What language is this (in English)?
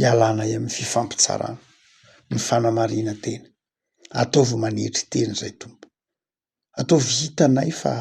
Malagasy